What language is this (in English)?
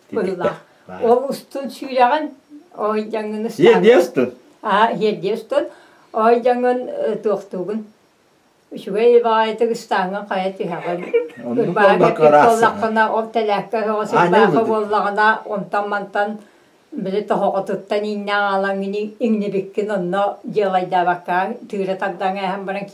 Yakut